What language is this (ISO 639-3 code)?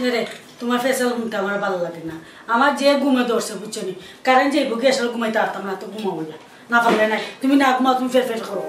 syl